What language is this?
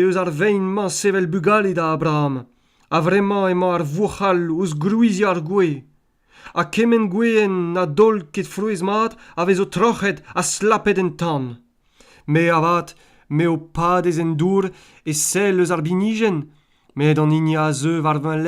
Breton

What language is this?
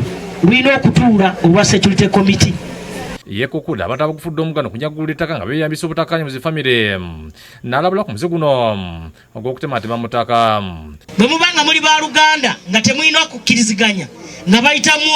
Ganda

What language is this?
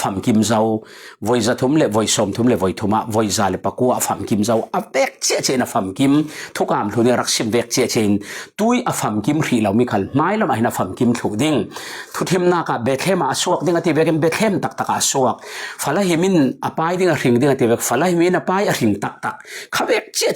Falam Chin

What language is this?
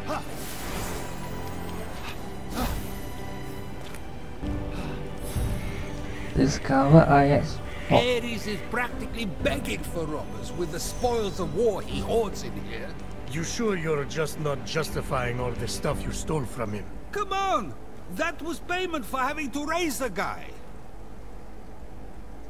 English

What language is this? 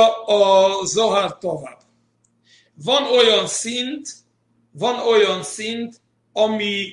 Hungarian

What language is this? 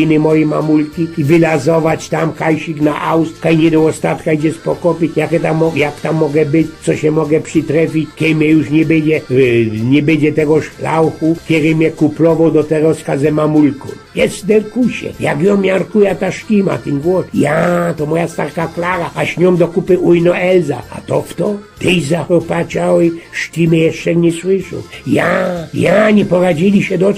Silesian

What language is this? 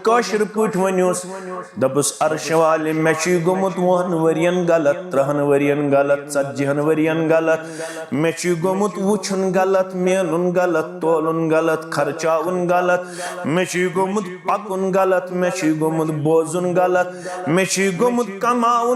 Kashmiri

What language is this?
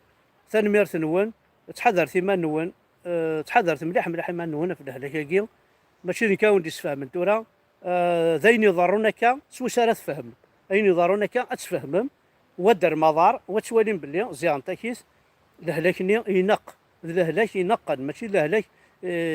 Kabyle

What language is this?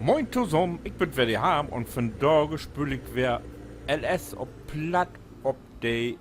Low German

